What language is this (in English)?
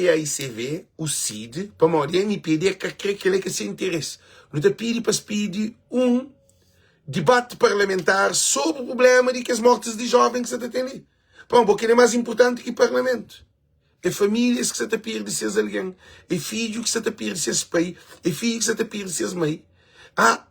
Kabuverdianu